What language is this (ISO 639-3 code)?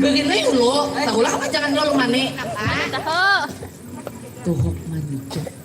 bjn